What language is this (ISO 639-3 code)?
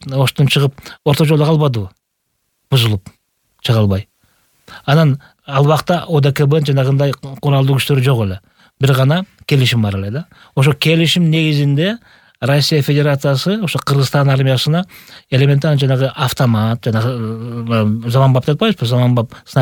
kir